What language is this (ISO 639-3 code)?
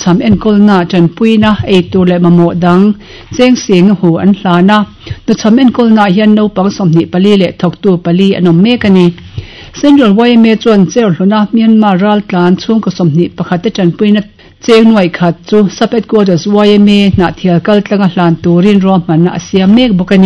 lus